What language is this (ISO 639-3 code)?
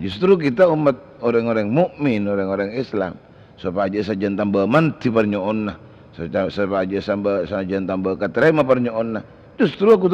mad